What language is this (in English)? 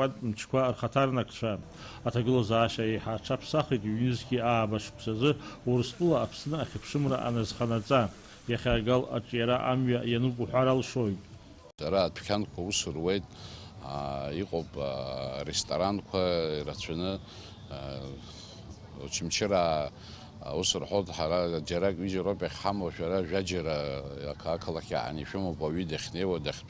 Abkhazian